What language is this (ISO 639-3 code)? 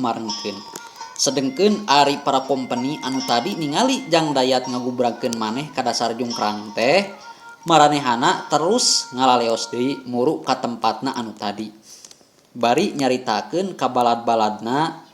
sun